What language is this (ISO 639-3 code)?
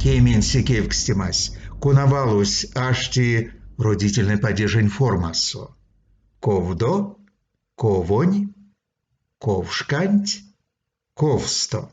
myv